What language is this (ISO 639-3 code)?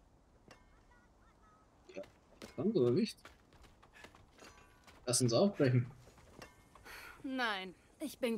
deu